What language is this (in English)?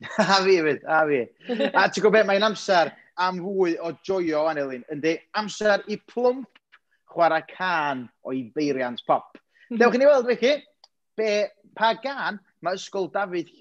Welsh